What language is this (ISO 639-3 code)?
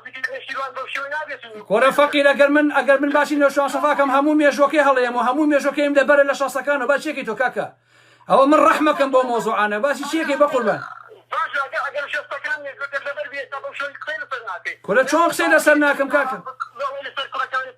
ckb